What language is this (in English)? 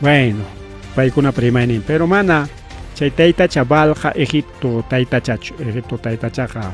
Ayacucho Quechua